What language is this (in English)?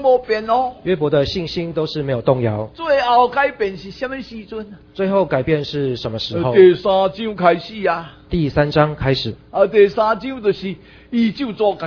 Min Nan Chinese